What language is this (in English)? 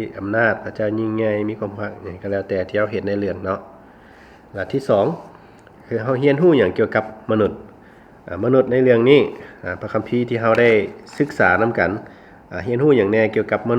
Lao